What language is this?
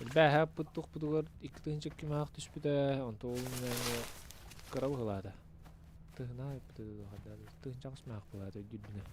Yakut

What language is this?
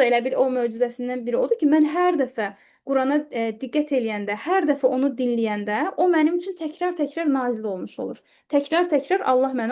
Azerbaijani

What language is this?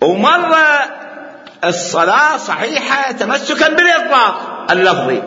Mesopotamian Arabic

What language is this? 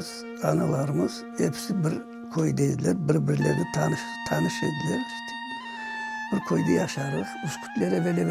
Crimean Tatar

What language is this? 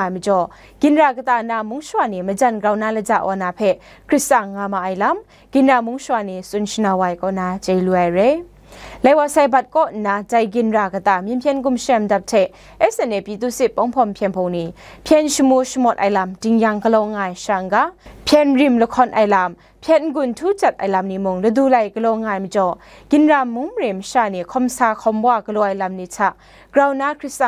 Kachin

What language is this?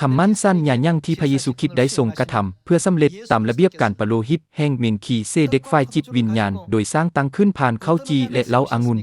Lao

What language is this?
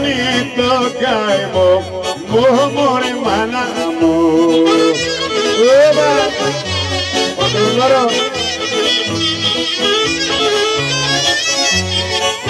Greek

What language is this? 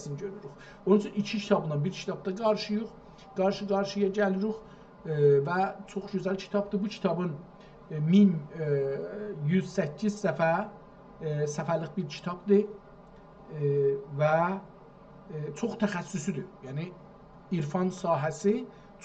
South Azerbaijani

